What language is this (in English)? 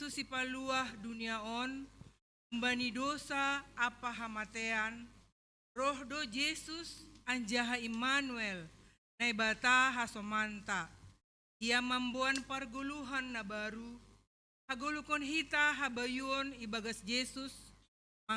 Batak Simalungun